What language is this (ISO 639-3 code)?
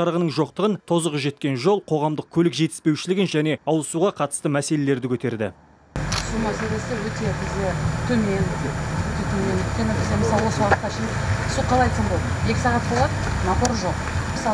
kaz